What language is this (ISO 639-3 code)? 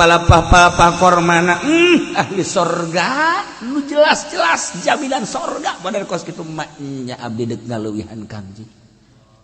sun